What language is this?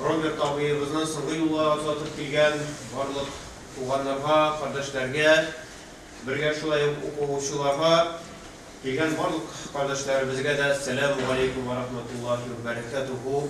Tatar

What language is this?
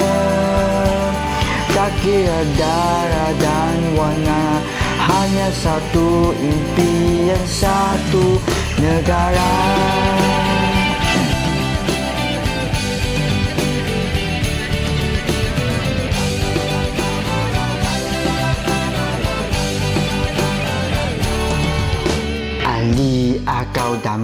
Malay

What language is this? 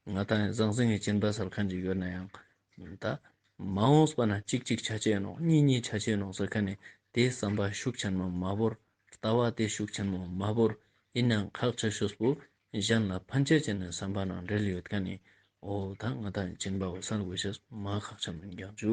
Ladakhi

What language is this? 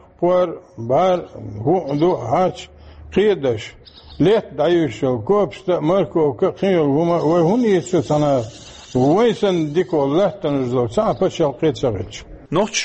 Chechen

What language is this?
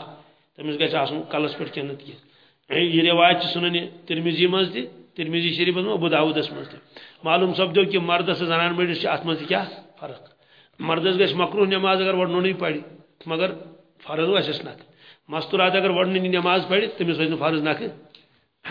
Kashmiri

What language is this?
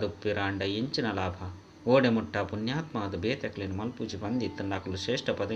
Tulu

